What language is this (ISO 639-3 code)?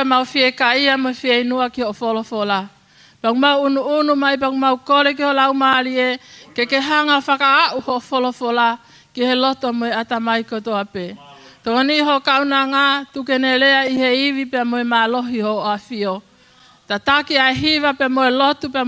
ton